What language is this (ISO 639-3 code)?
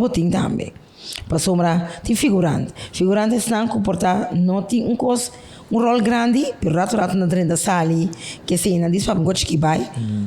pap